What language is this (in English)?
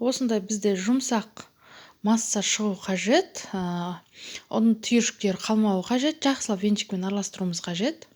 Kazakh